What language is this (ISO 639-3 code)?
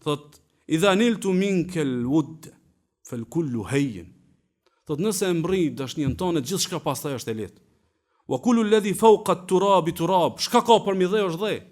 sqi